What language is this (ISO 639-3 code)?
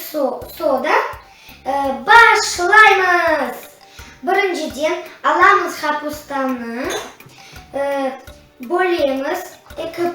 crh